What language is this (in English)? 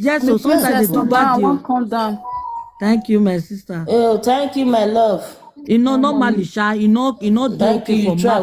Nigerian Pidgin